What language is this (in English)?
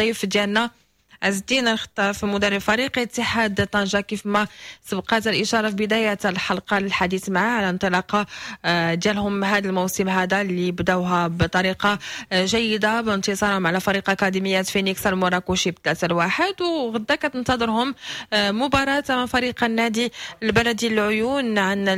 Moroccan Arabic